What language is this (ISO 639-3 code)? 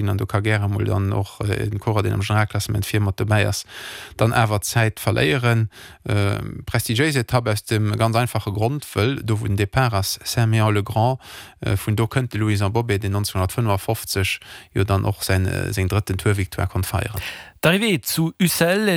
ltz